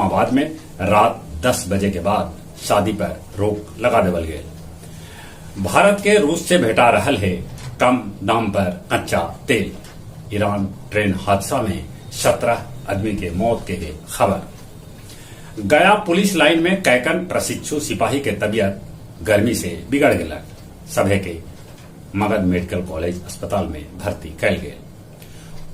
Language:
Magahi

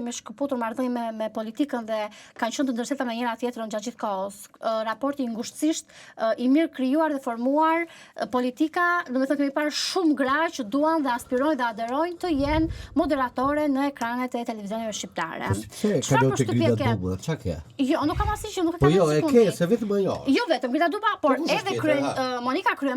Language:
Albanian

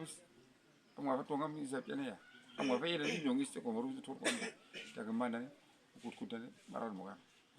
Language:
Uduk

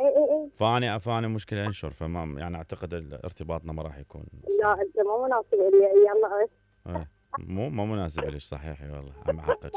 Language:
Mesopotamian Arabic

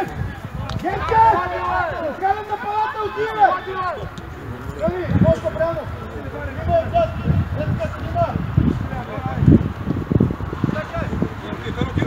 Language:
Bulgarian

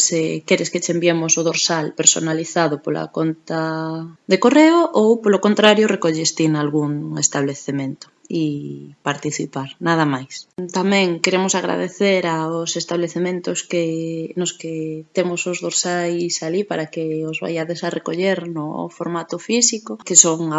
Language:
Galician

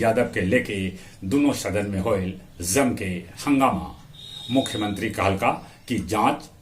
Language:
Magahi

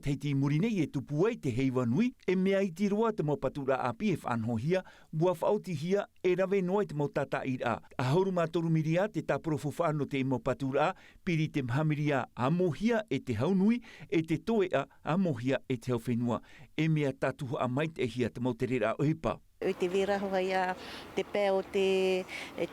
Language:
Tahitian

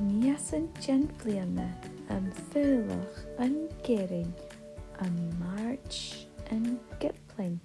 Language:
Scottish Gaelic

